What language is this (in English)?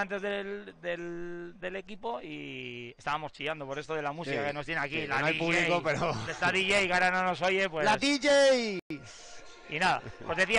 Spanish